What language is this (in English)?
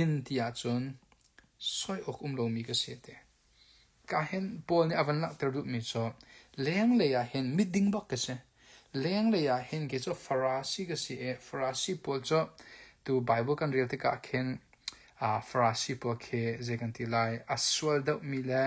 Hakha Chin